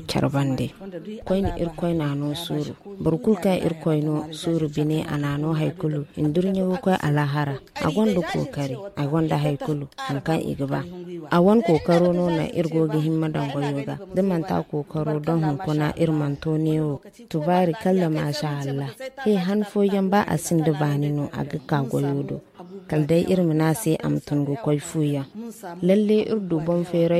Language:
Zarma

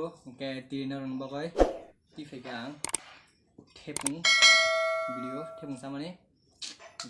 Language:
Kok Borok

